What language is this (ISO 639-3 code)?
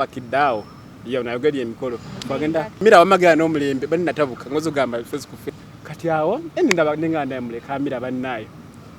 lug